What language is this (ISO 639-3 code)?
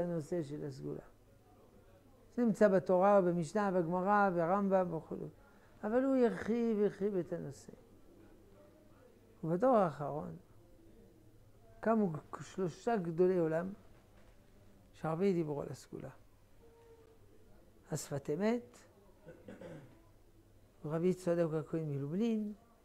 heb